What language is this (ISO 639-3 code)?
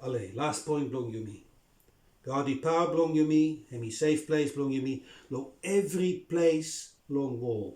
bis